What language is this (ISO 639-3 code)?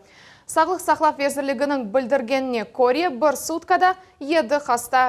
crh